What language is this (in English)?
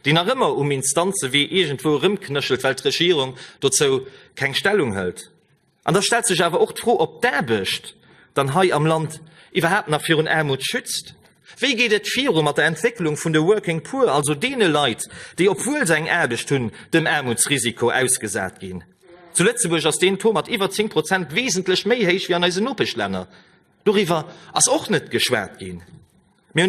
Luxembourgish